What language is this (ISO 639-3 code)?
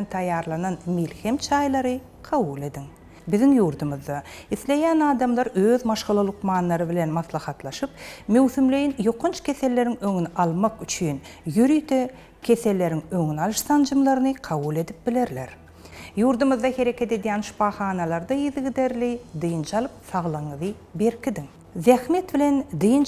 tuk